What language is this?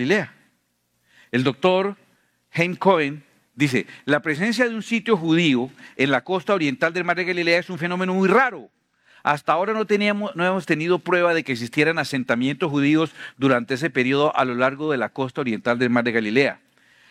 Spanish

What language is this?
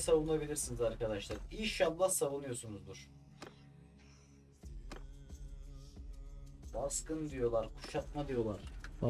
Turkish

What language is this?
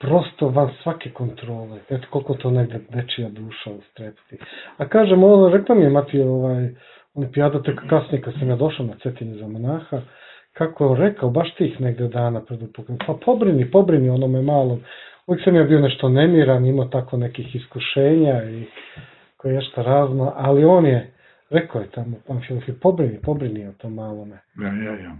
Serbian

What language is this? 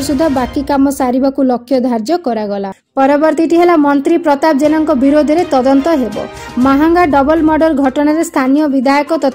Odia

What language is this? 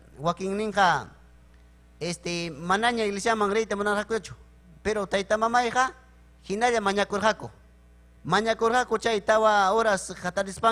Ayacucho Quechua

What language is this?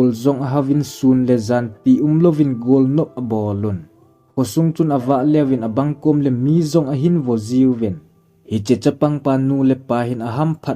Thado Chin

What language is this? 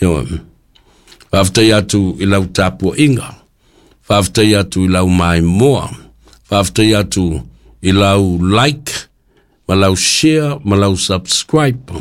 Samoan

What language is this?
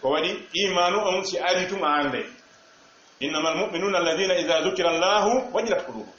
Fula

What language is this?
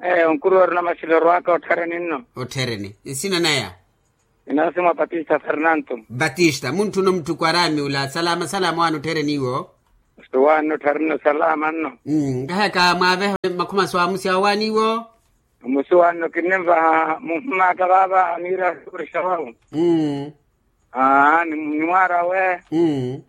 Makhuwa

